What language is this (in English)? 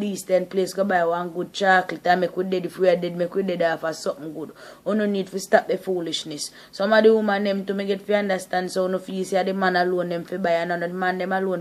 Jamaican Creole English